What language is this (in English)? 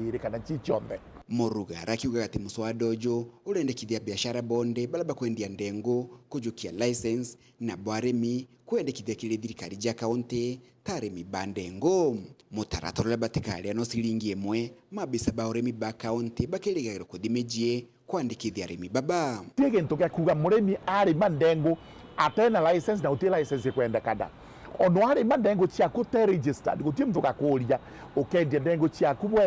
Meru